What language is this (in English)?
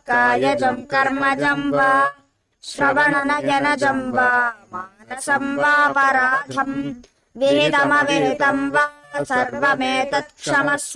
Sanskrit